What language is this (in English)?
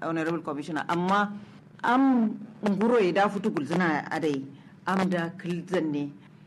Kanuri